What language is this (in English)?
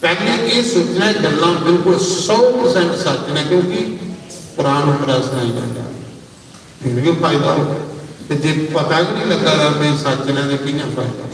Dogri